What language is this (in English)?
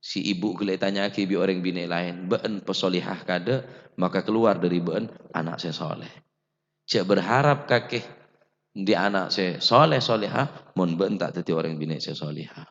Madurese